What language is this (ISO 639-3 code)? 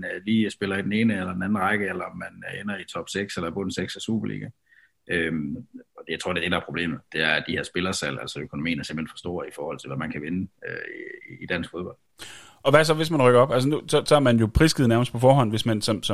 dan